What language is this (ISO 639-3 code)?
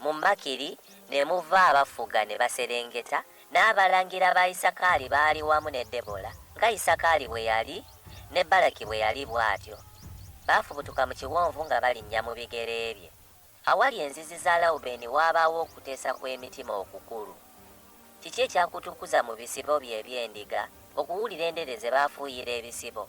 lug